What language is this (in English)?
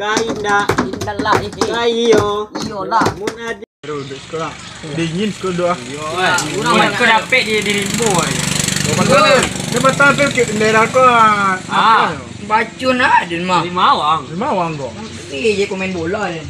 Minangkabau